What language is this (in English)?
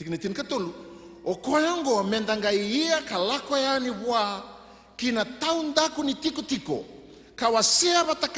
Fijian